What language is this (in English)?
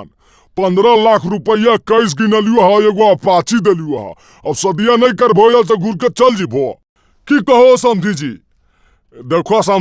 Magahi